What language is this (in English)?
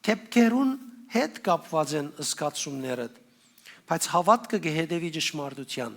Western Armenian